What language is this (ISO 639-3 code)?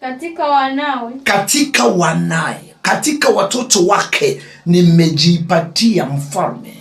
swa